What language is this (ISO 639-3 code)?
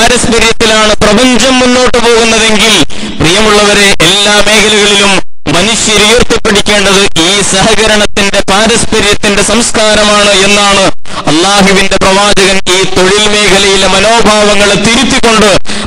mal